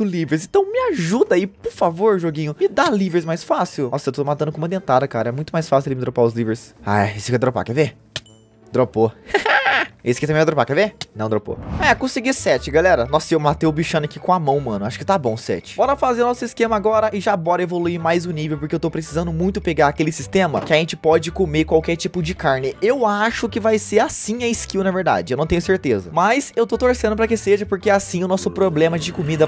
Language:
Portuguese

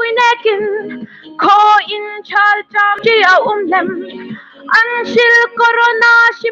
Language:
Hmar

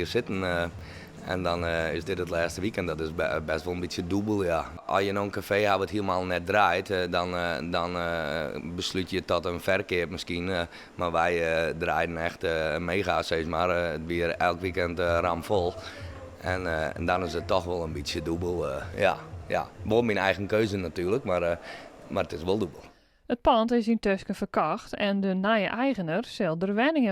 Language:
Western Frisian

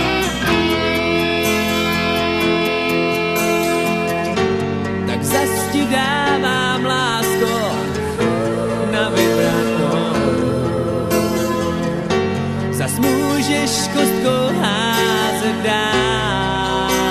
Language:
Czech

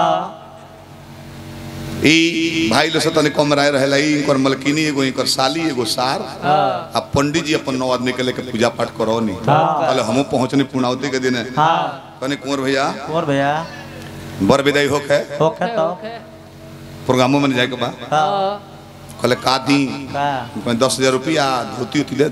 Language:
Bhojpuri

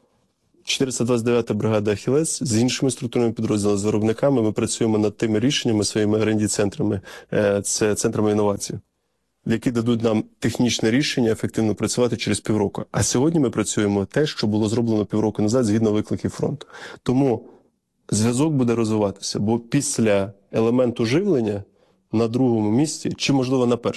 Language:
Ukrainian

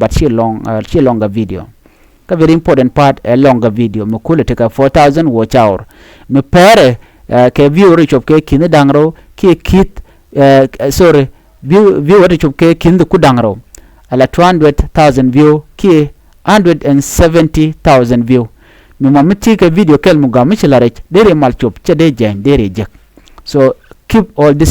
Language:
Nuer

